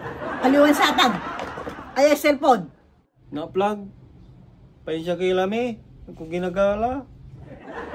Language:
Pangasinan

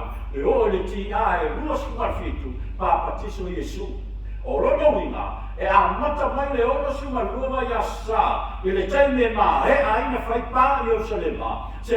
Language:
Samoan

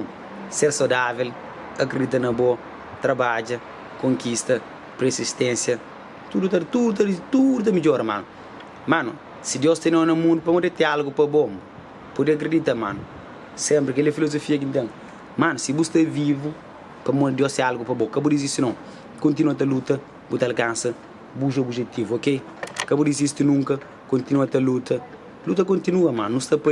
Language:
Kabuverdianu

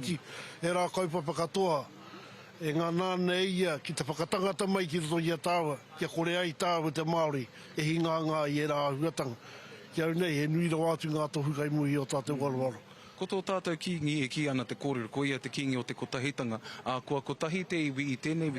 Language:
Māori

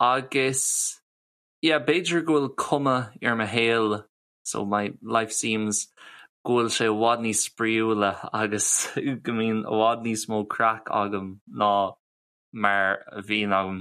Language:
Irish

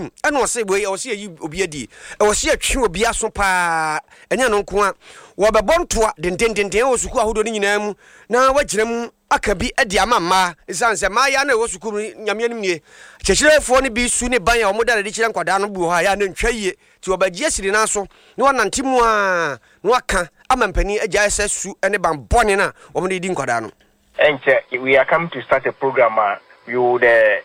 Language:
Akan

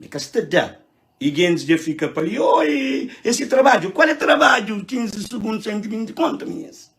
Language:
Kabuverdianu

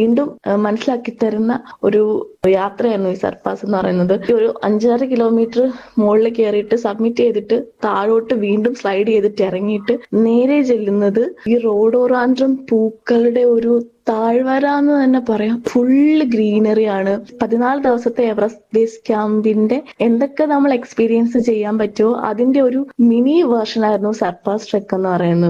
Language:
Malayalam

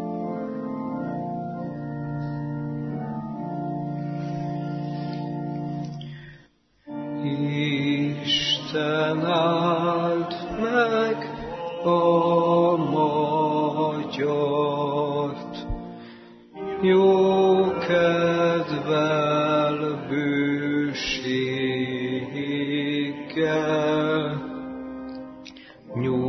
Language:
Hungarian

